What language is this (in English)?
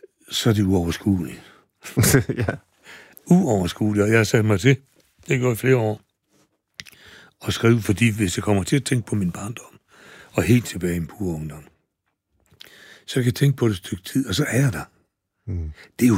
Danish